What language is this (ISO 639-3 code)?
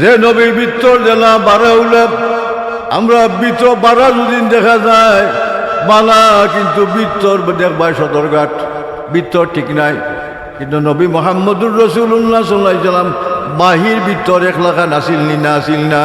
syl